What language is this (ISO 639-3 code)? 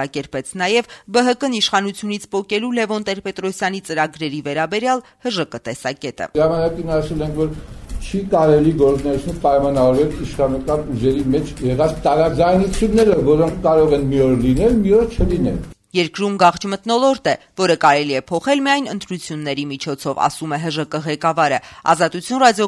hye